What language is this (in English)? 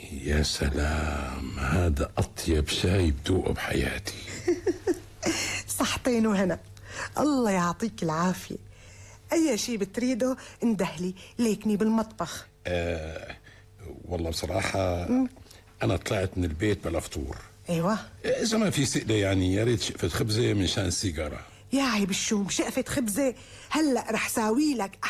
North Levantine Arabic